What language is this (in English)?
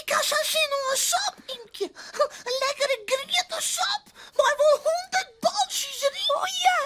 Western Frisian